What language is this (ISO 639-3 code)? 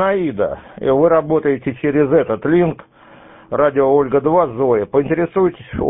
rus